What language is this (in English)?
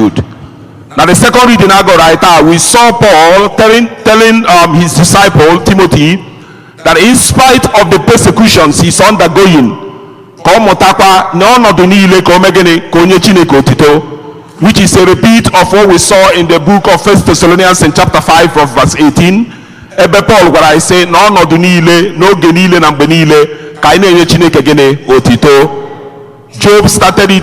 Igbo